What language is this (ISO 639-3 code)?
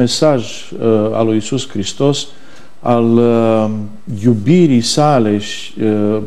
ron